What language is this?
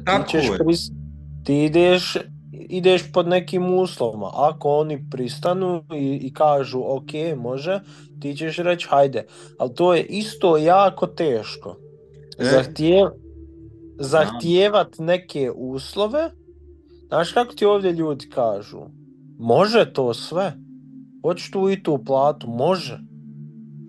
Bosnian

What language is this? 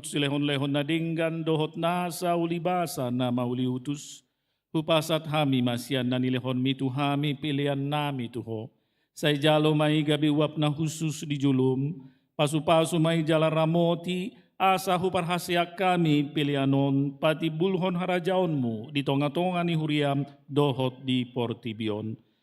Batak Toba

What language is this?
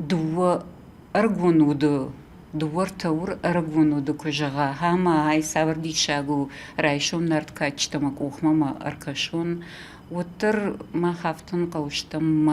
Ossetic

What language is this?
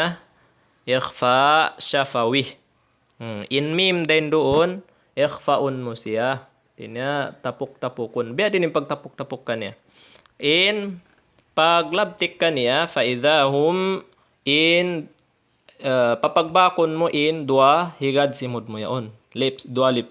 Tausug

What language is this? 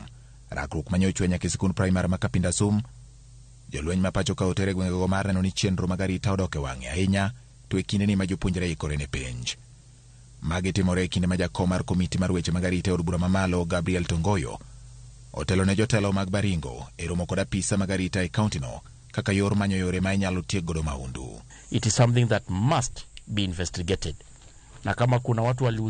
Luo (Kenya and Tanzania)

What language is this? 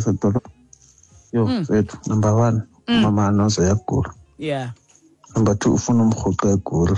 Xhosa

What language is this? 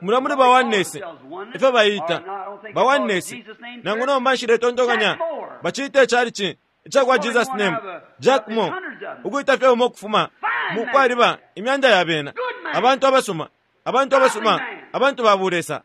Bemba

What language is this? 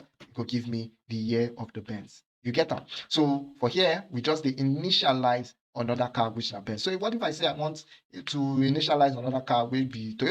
Nigerian Pidgin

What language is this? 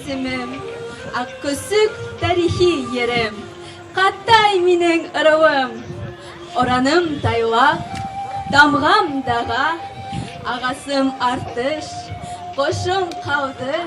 Bashkir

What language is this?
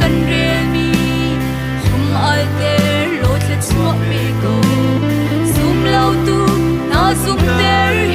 Hakha Chin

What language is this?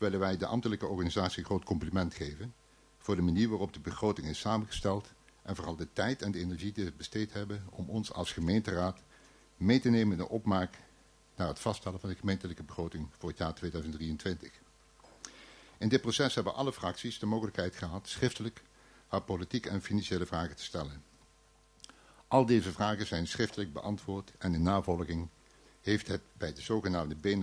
Dutch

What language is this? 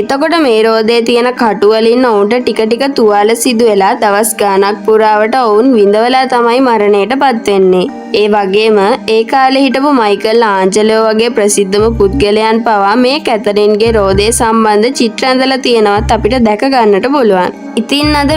Sinhala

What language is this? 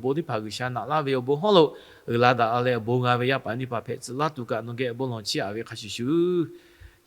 Lahu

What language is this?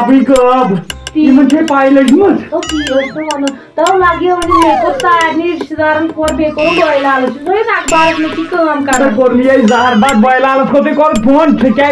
Kashmiri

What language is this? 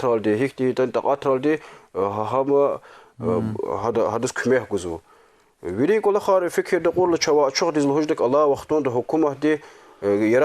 Lezghian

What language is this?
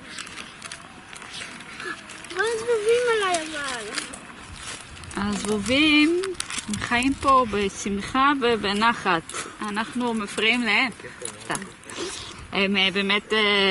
Hebrew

